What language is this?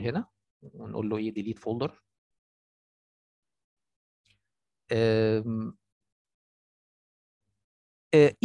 Egyptian Arabic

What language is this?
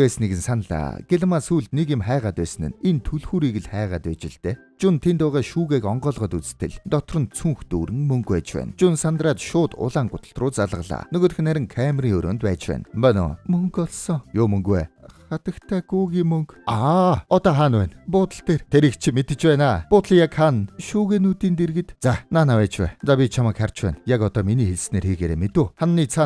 Mongolian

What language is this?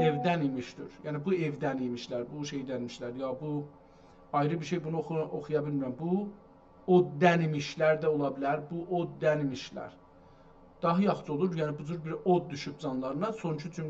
South Azerbaijani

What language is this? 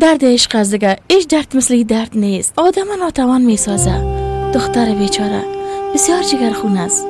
Persian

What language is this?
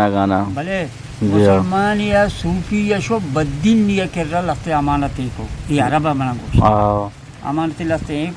Eastern Balochi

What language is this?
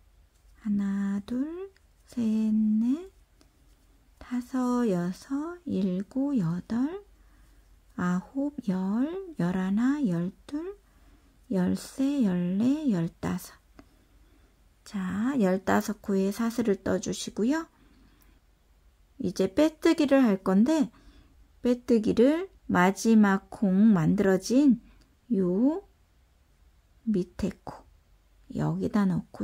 Korean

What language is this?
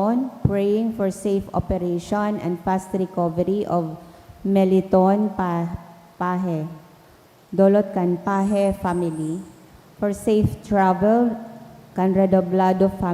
Bikol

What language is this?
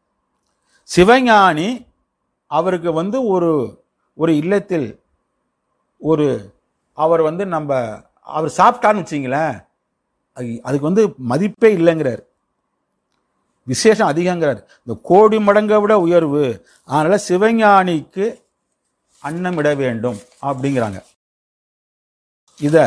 Tamil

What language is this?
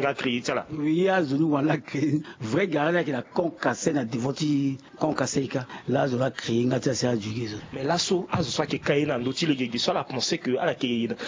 Sango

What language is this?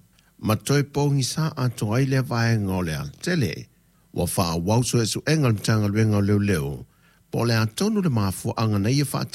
Samoan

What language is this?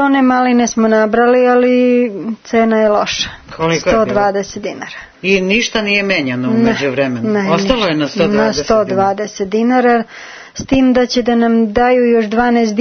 Serbian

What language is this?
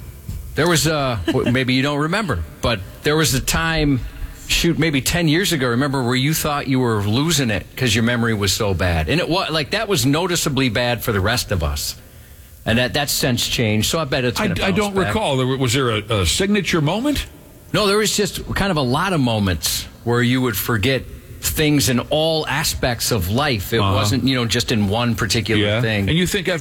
English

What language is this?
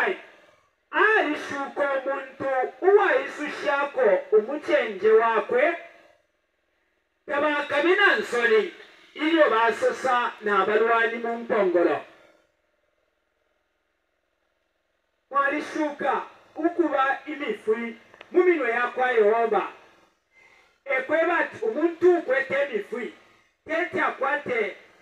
Bemba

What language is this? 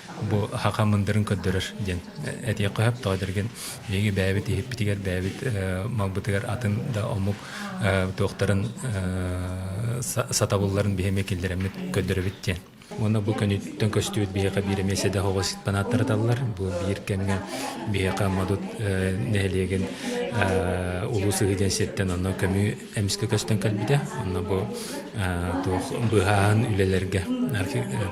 Yakut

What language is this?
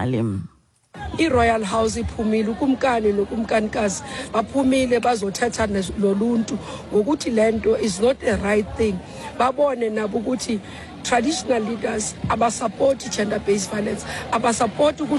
Xhosa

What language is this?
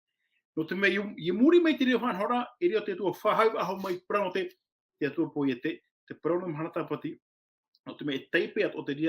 Tahitian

